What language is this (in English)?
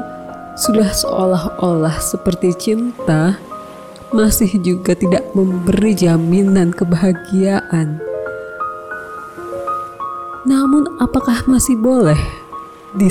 Indonesian